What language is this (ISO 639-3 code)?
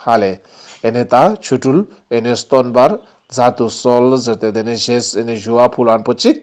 lbj